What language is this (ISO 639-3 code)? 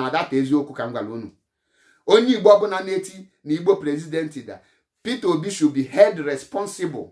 ibo